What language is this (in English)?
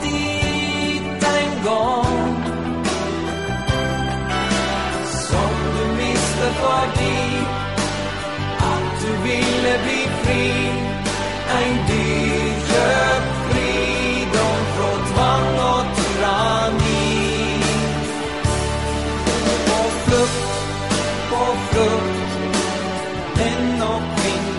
Norwegian